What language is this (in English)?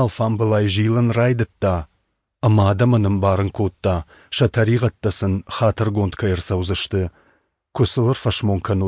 Ossetic